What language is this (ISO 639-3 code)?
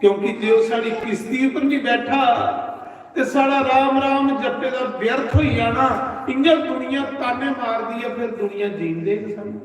doi